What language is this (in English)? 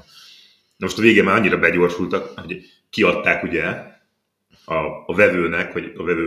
Hungarian